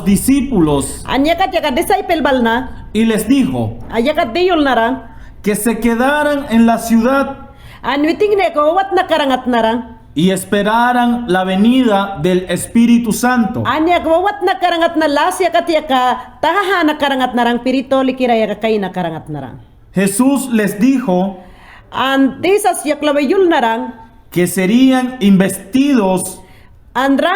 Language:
Mayangna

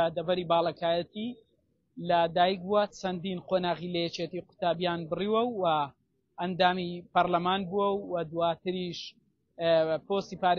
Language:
Central Kurdish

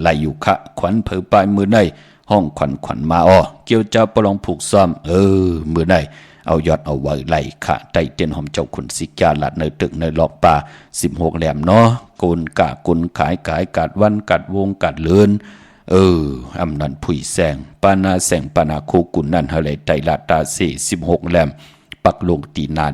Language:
Shan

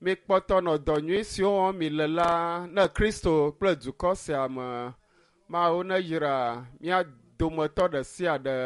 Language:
Ewe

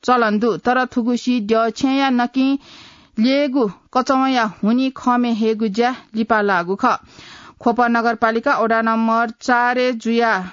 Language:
Newari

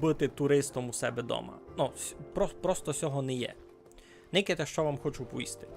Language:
Rusyn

